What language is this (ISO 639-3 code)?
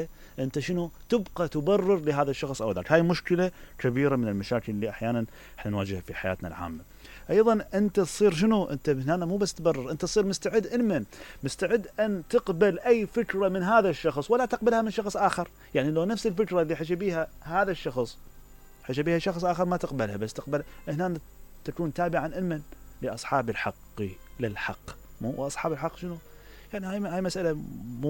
acm